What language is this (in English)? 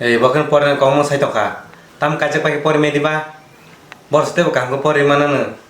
Kok Borok